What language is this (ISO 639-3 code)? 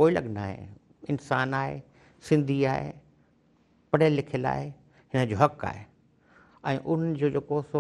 snd